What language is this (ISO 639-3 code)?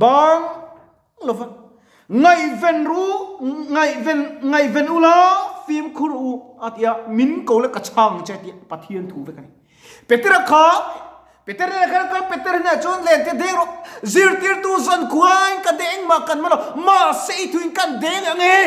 lus